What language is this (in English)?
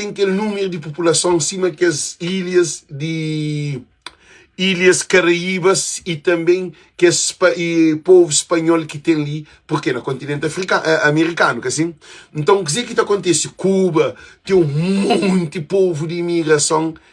Kabuverdianu